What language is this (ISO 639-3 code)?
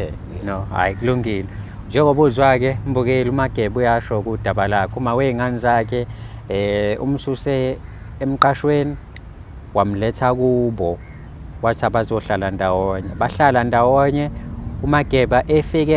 zul